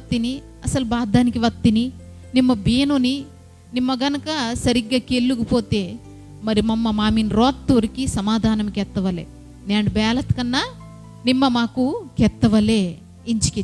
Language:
Koya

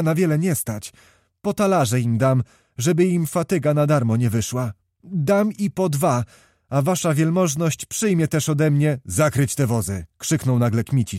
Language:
Polish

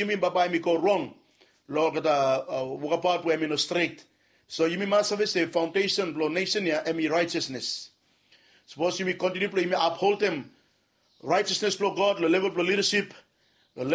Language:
Bislama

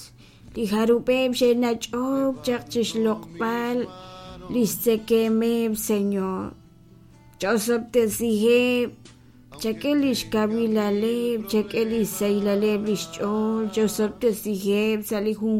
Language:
Kekchí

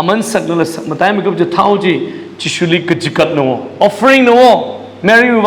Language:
Tangkhul Naga (India)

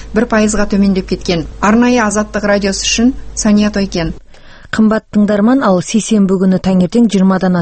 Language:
Kazakh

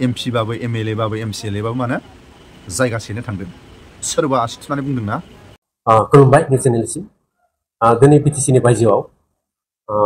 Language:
Bodo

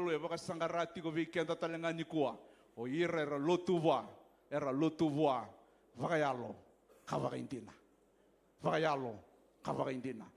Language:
Fijian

